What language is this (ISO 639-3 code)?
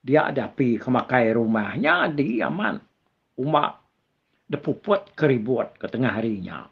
iba